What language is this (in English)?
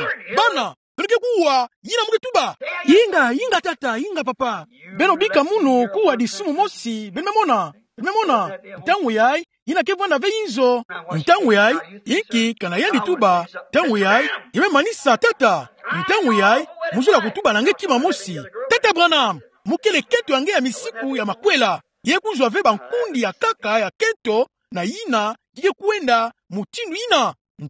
Kituba (Democratic Republic of Congo)